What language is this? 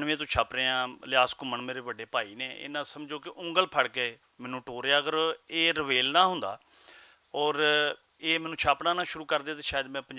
Western Panjabi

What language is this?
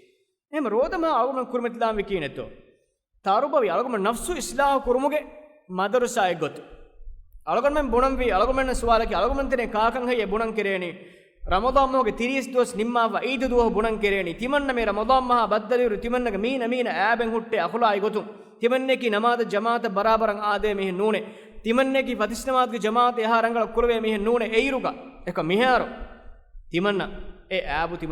Divehi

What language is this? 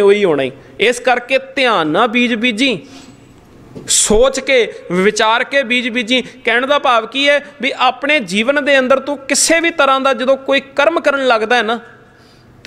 Punjabi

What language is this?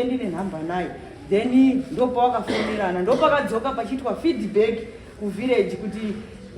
Shona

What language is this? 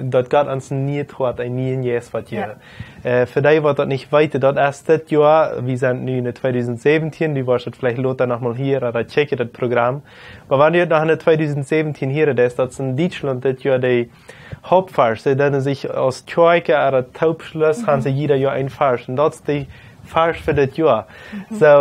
Plautdietsch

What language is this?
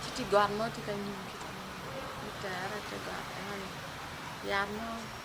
Acoli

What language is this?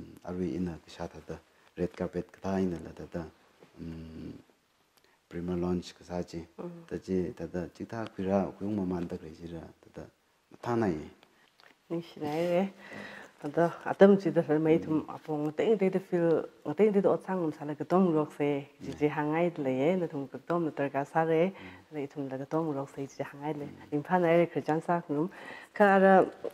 Tangkhul Naga (India)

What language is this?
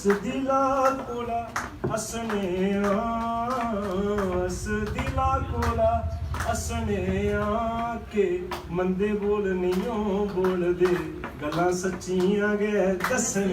Dogri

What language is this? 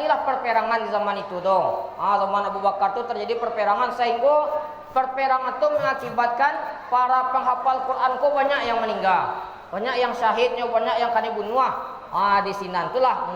Minangkabau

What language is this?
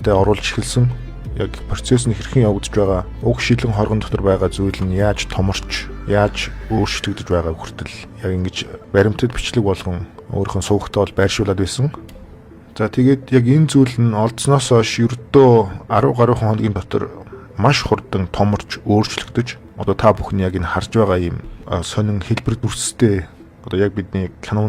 Mongolian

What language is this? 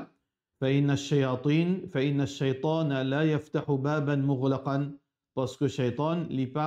Morisyen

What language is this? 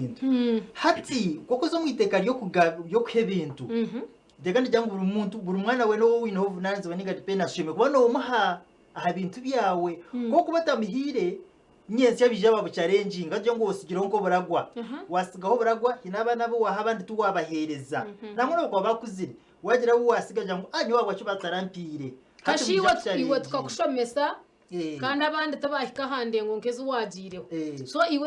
Nyankole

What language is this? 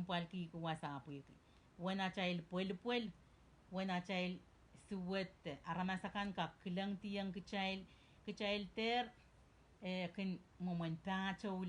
Pohnpeian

